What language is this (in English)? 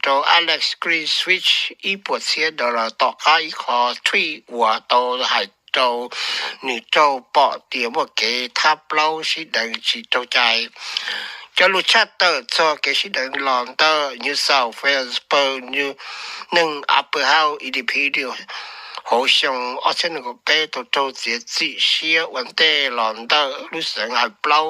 Hmong